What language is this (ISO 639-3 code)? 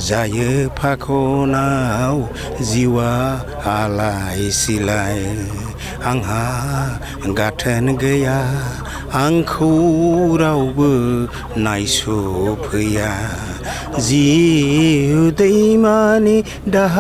brx